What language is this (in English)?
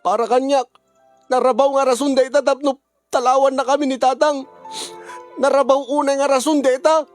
Iloko